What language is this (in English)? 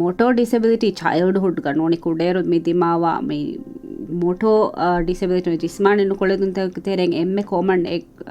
Divehi